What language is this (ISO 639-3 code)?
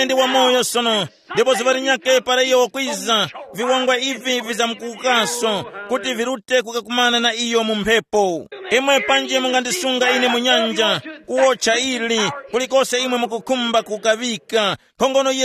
tum